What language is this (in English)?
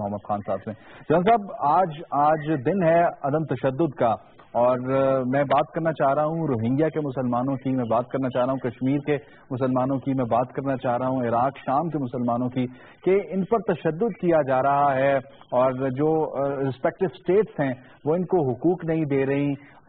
Urdu